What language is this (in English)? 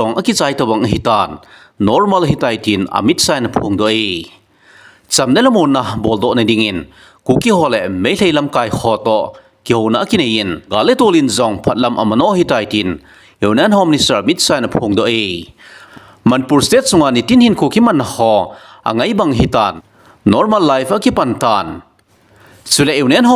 Thado Chin